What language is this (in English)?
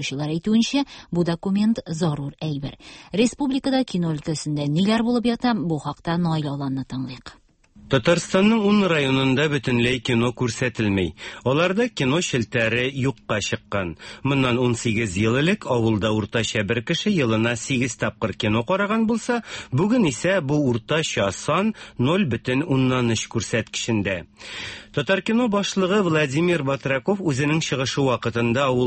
Tatar